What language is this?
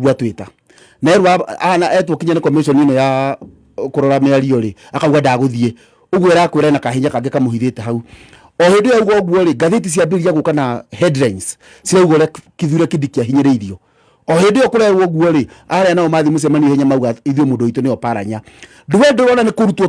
Kikuyu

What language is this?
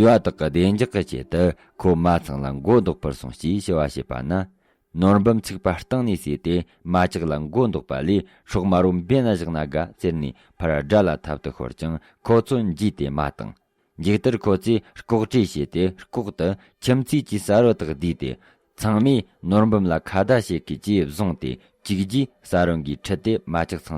Tibetan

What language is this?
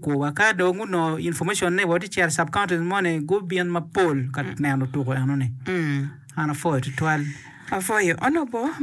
Acoli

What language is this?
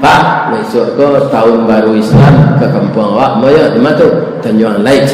Minangkabau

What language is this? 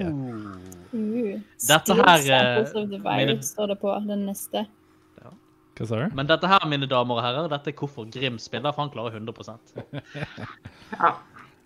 Norwegian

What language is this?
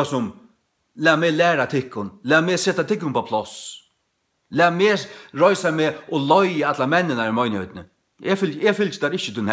Faroese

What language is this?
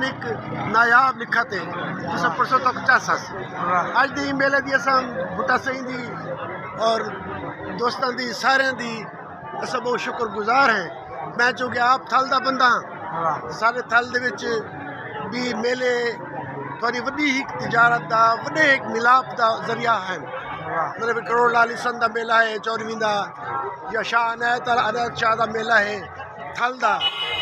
Saraiki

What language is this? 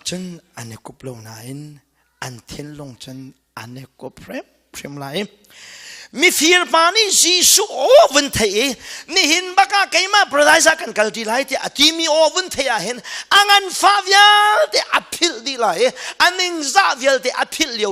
Hakha Chin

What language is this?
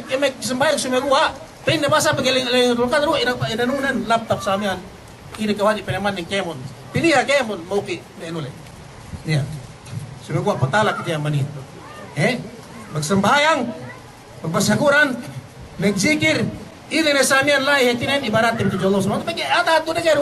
Yakan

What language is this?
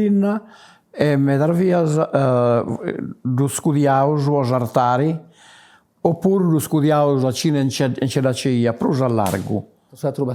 Sardinian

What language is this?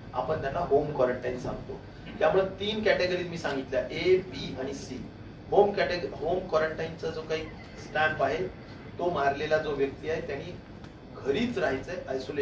Marathi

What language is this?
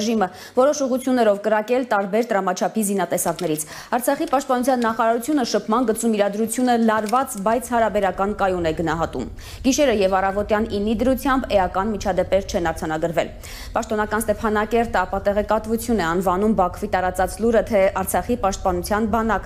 Armenian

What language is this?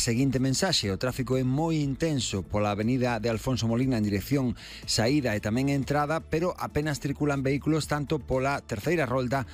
Galician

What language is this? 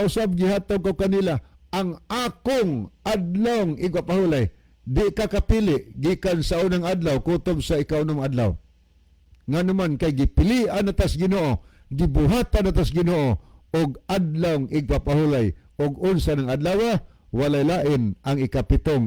Cebuano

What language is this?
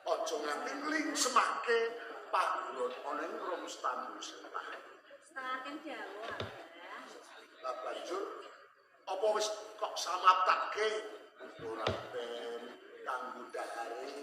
Javanese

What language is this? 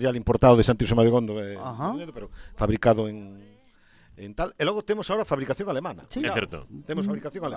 Galician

